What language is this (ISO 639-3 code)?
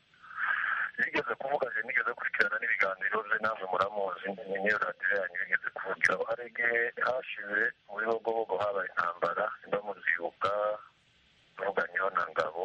kin